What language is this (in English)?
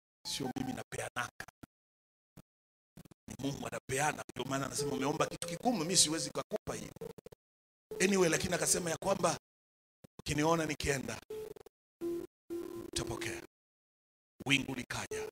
Swahili